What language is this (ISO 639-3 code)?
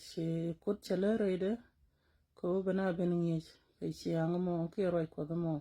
nus